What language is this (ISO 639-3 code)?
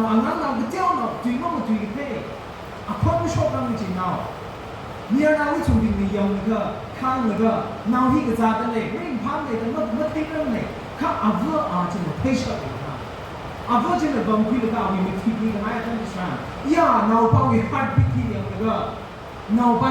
nmf